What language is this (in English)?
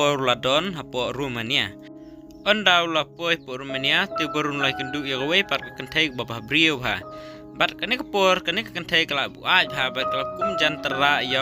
Khasi